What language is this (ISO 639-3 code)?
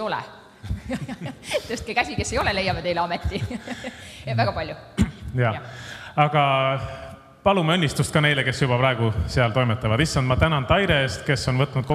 est